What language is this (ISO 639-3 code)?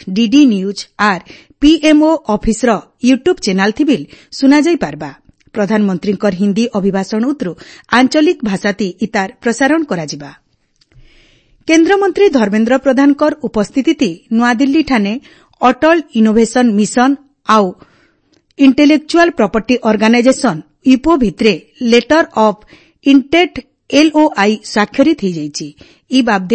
ori